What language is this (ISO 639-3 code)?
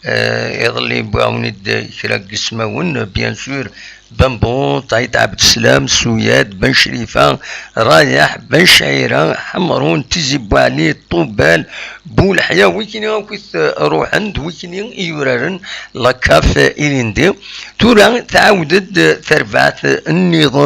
kab